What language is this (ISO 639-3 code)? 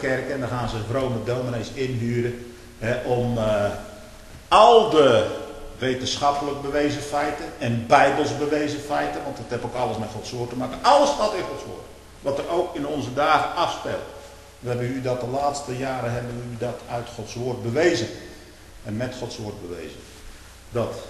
nld